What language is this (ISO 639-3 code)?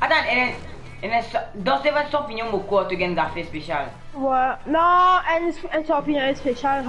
mfe